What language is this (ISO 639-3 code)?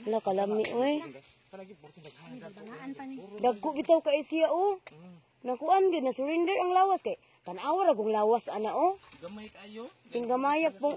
ceb